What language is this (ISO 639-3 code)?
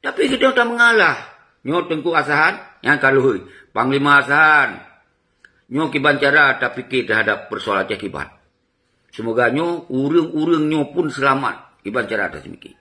ace